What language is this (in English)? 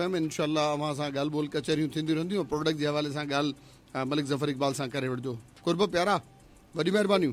Sindhi